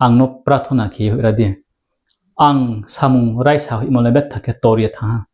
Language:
Riang (India)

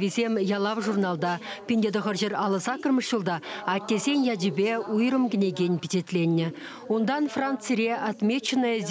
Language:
Chuvash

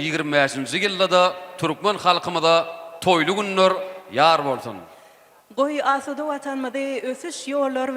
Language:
Turkmen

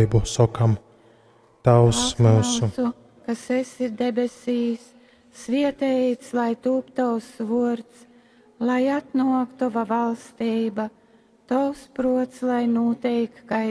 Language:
Latgalian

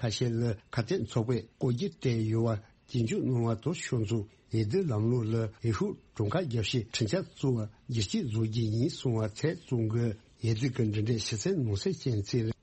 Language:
Tibetan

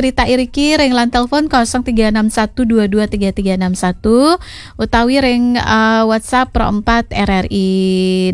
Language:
Balinese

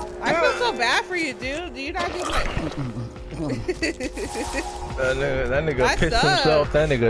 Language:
English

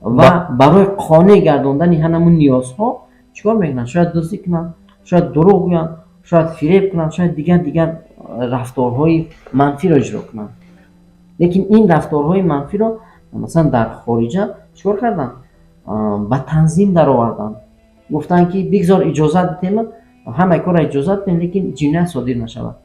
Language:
Tajik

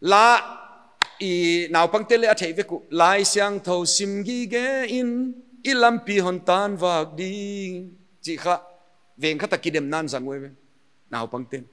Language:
Paite Chin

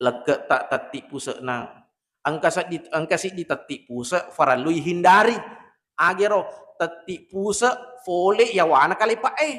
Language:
Buginese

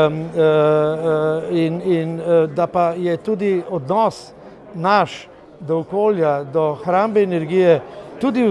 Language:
Slovenian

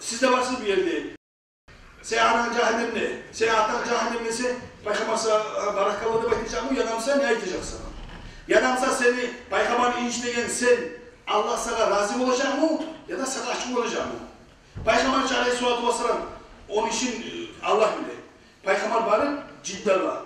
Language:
Kumyk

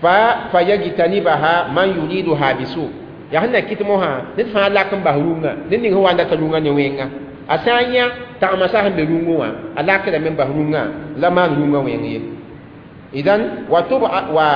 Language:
Mossi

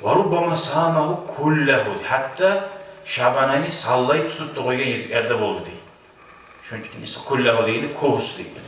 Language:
Kumyk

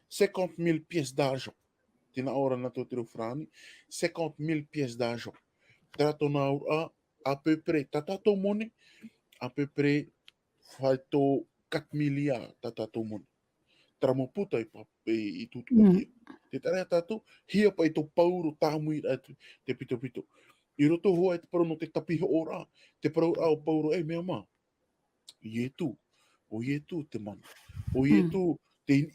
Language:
Tahitian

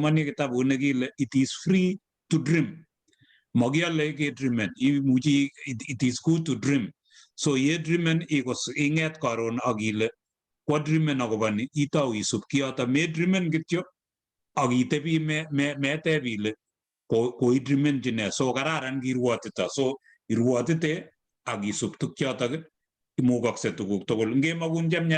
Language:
Kalenjin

